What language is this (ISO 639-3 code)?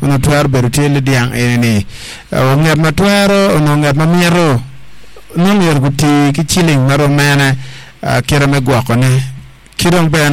ach